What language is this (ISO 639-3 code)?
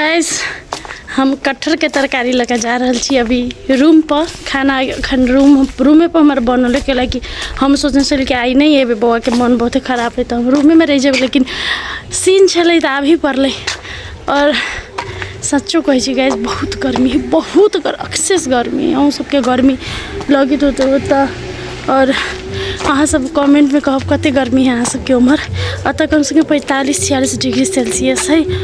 mai